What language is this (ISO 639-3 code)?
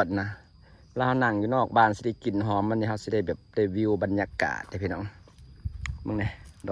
lao